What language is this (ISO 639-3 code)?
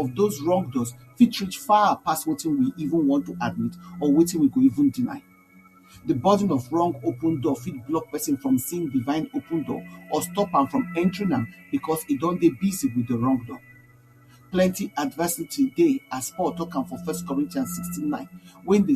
pcm